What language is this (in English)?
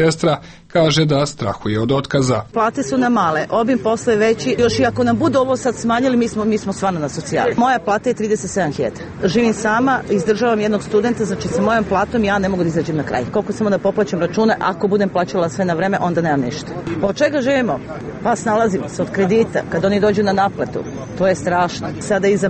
Serbian